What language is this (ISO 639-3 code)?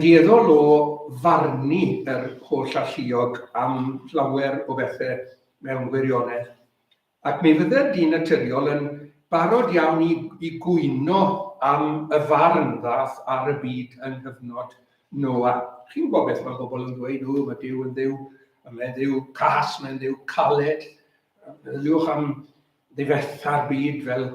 cym